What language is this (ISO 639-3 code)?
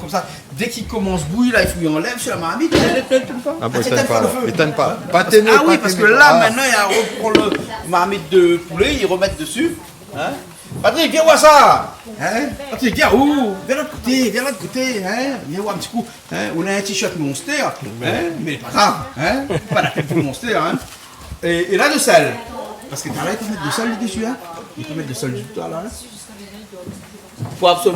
rcf